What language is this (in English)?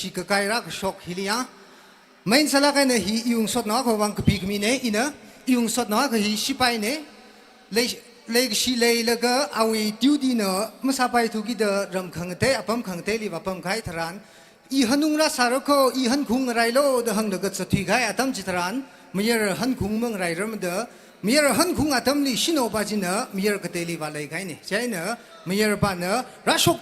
Tangkhul Naga (India)